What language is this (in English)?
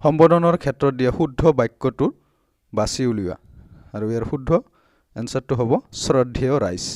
Assamese